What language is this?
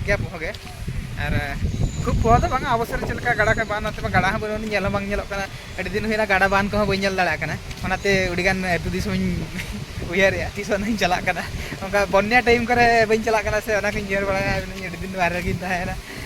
Santali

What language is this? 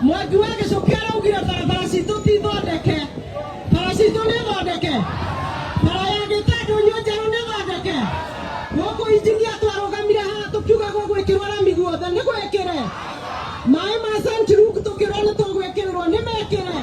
Kikuyu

